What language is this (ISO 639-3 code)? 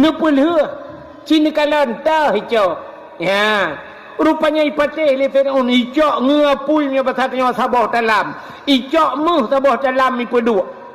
ace